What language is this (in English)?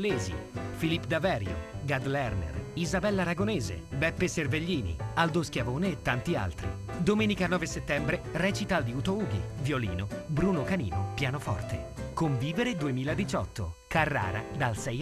Italian